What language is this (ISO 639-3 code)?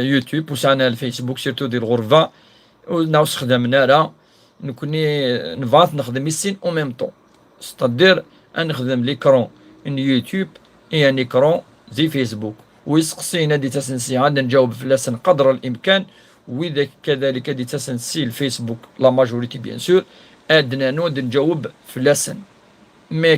kab